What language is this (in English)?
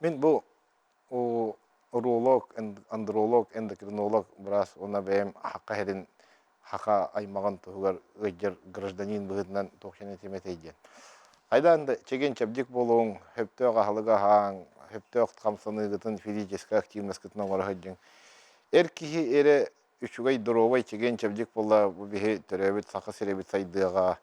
Yakut